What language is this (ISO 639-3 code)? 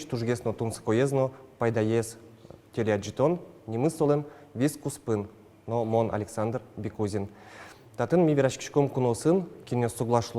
udm